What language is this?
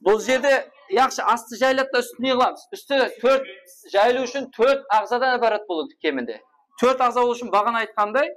Kara-Kalpak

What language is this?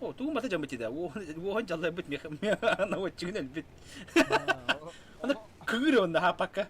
Yakut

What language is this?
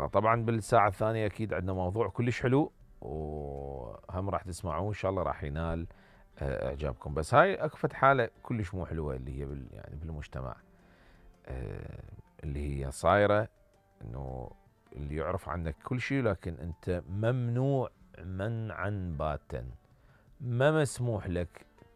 Mesopotamian Arabic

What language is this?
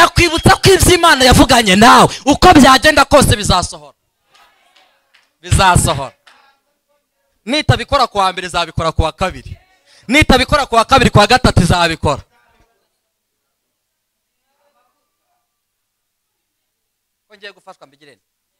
Kinyarwanda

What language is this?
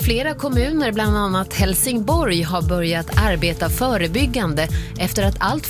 Swedish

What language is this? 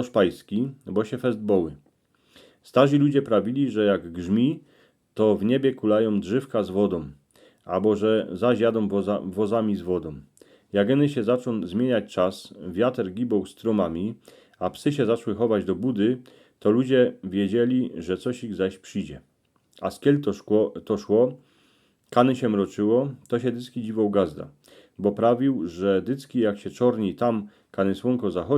Silesian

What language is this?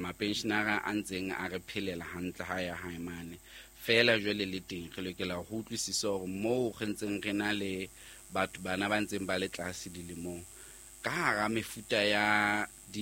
Southern Sotho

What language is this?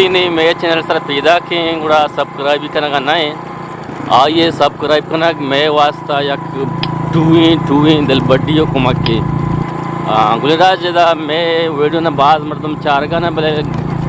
Eastern Balochi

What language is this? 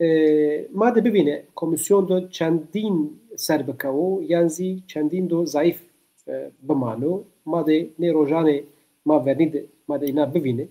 Zaza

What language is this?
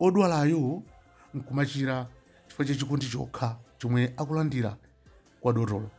Nyanja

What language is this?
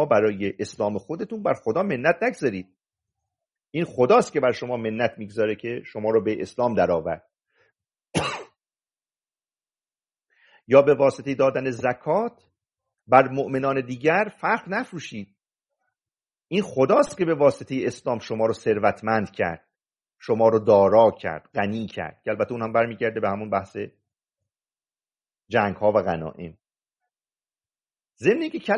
Persian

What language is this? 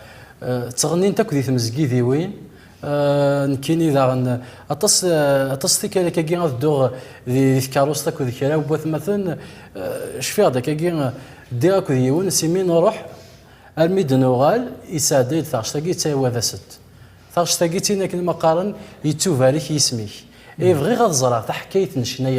Kabyle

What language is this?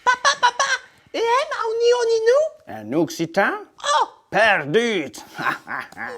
Occitan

